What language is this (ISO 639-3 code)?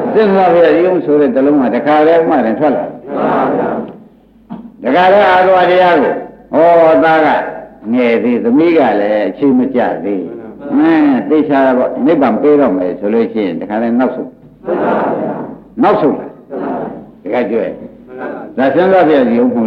mya